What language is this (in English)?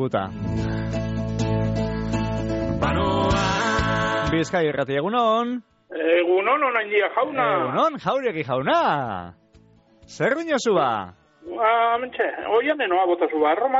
Basque